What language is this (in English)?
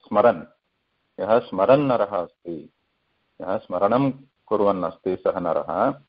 Sanskrit